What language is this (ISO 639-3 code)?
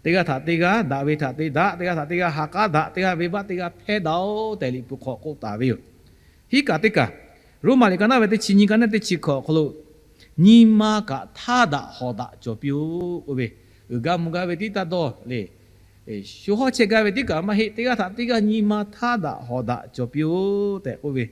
lhu